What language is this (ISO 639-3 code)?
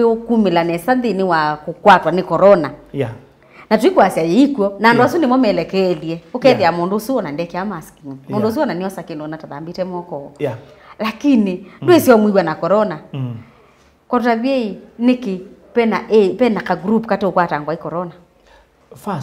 kam